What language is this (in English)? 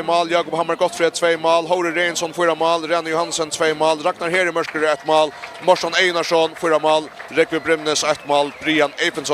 Faroese